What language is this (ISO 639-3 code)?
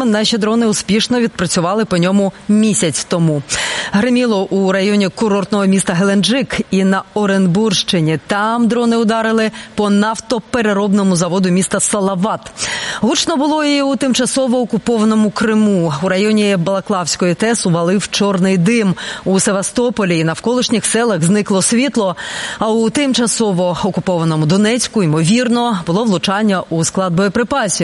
ukr